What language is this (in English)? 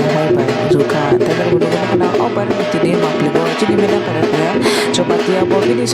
Kok Borok